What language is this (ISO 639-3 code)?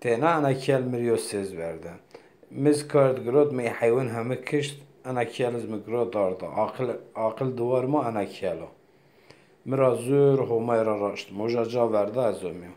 zza